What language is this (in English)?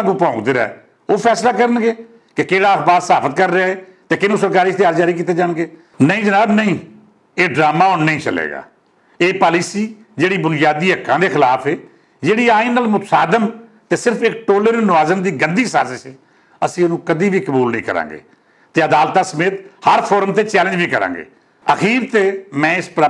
Western Panjabi